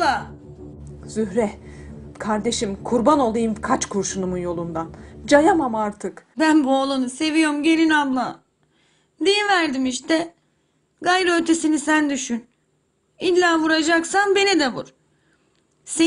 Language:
Turkish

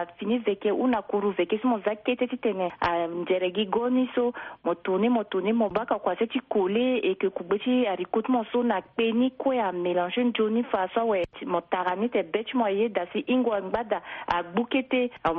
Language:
Sango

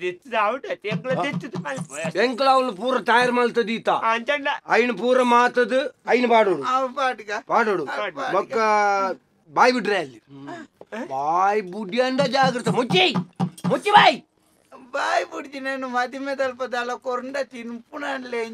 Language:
Tulu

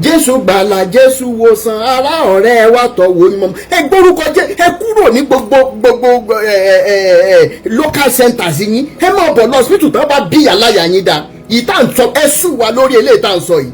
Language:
Yoruba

